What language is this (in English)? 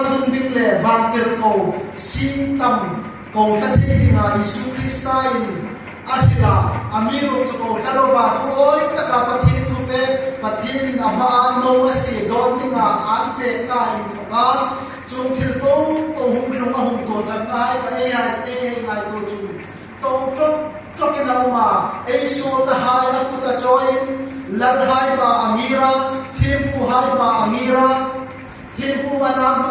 Hmar